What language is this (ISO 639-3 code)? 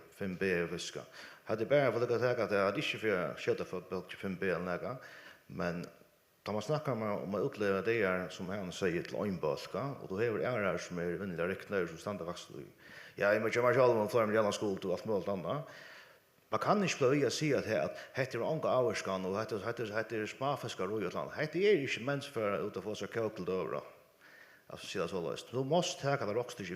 fao